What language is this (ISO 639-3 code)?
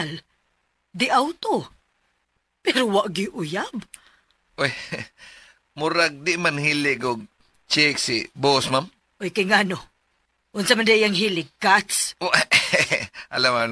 ceb